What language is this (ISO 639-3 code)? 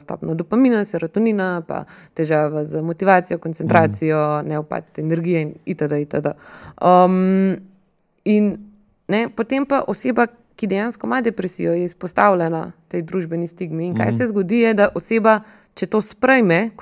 slv